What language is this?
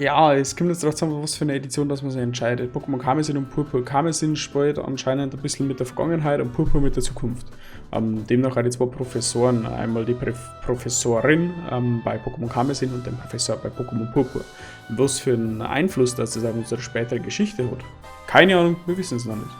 Bavarian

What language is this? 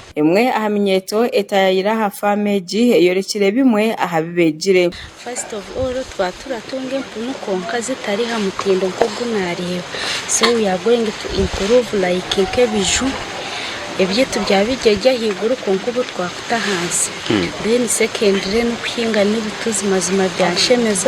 Nyankole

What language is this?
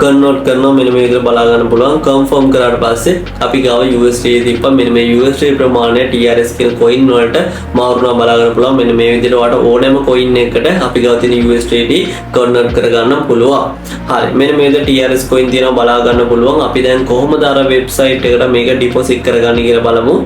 Sinhala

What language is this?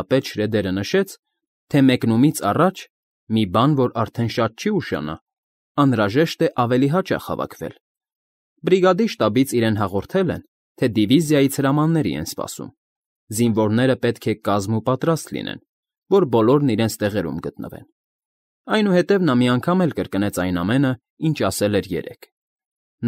Armenian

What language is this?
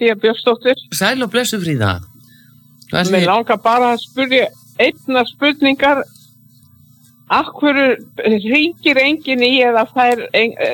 Icelandic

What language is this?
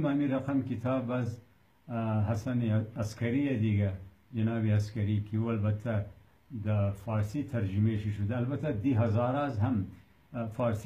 Persian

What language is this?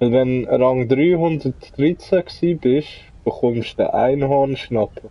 Swiss German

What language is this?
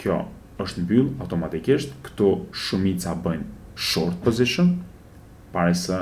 Albanian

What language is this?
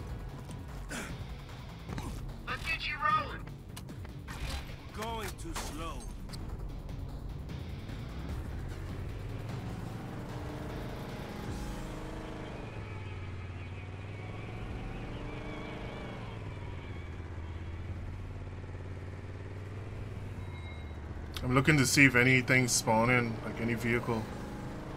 English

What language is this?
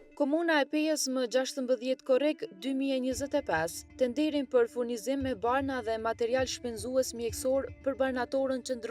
Albanian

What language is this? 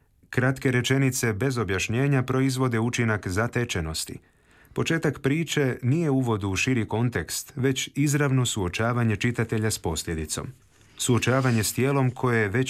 Croatian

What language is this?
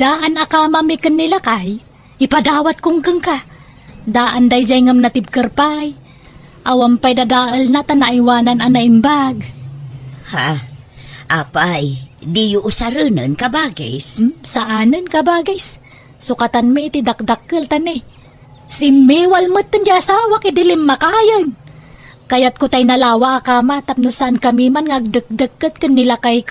Iloko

